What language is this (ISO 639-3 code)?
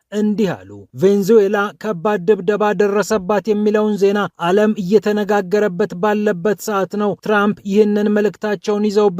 amh